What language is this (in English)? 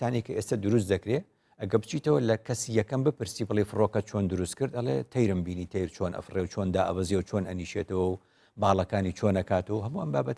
Central Kurdish